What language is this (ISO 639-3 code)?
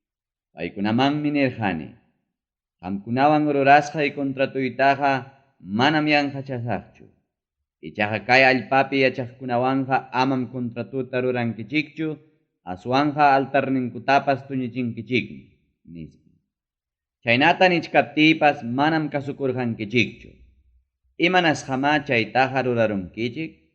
quy